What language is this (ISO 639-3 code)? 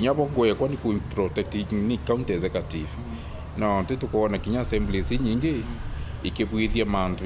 mer